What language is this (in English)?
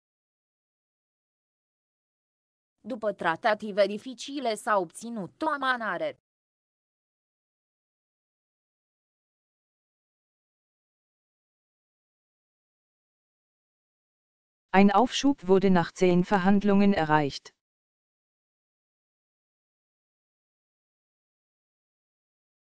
Romanian